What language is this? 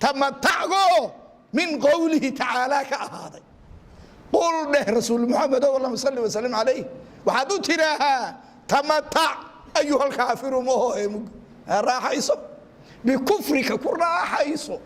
Somali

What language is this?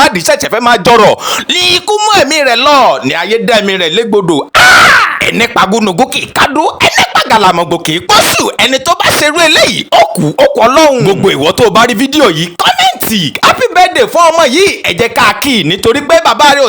Yoruba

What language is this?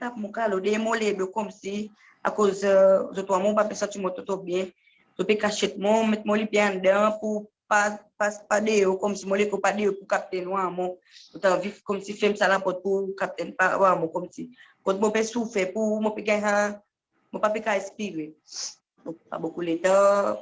Seselwa Creole French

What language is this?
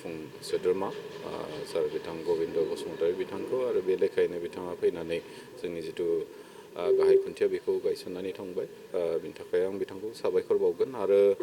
Bodo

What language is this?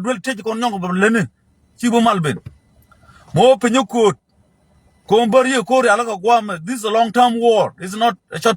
Nuer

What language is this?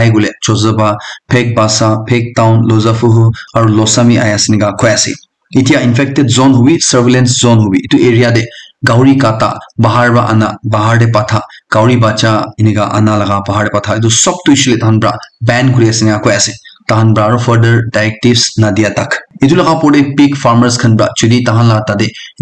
Naga Pidgin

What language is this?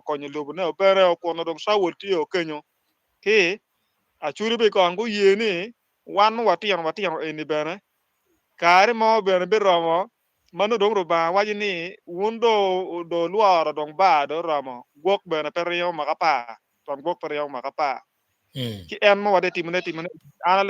Acoli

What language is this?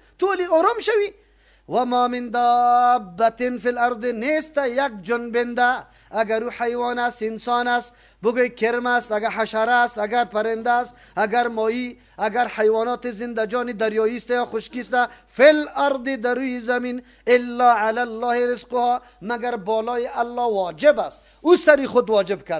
Persian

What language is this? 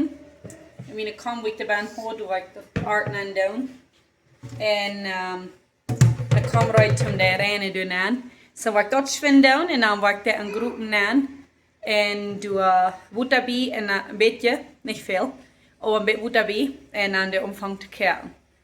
Plautdietsch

